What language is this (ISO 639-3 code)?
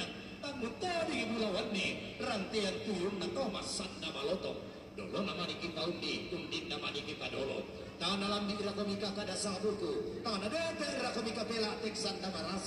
sda